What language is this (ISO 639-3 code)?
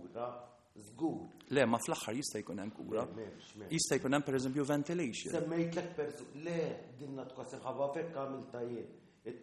mlt